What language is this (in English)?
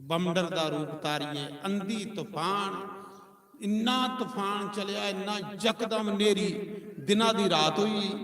Dogri